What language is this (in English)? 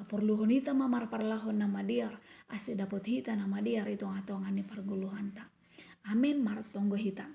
Batak Simalungun